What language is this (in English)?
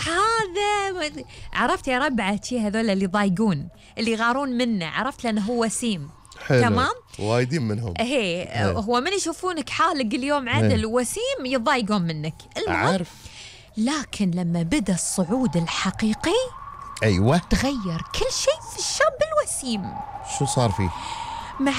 Gulf Arabic